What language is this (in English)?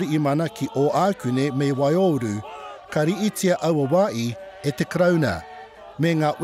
Māori